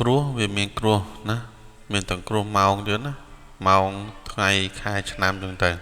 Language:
Khmer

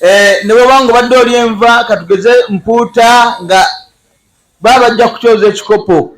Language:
Ganda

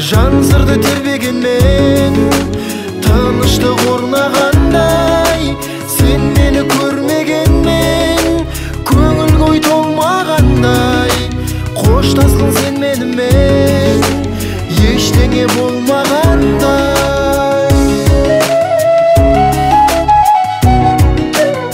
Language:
Kazakh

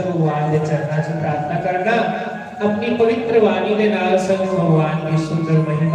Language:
Dogri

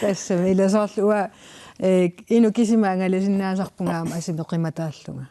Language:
Kalaallisut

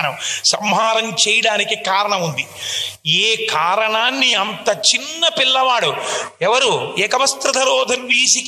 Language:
Telugu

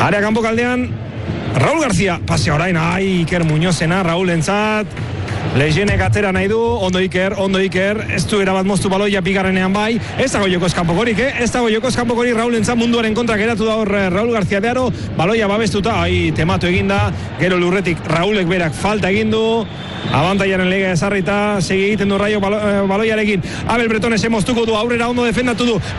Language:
Basque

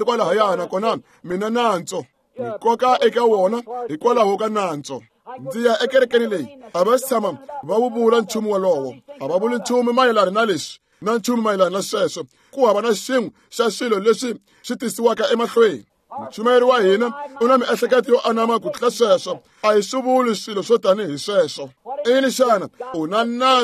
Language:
Tsonga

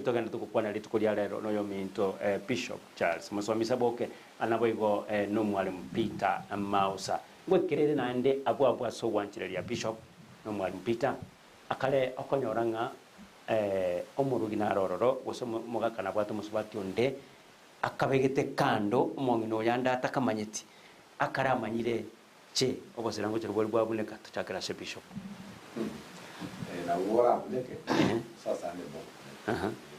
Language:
Gusii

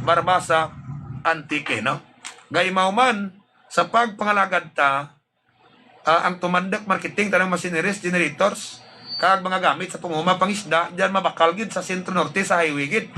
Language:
Hiligaynon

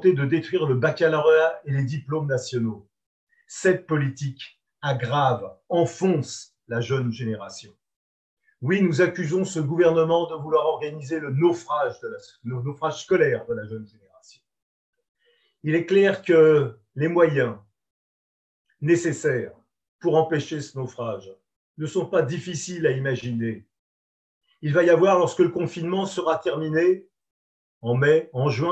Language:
French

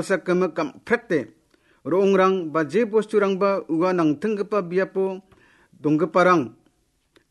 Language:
Garo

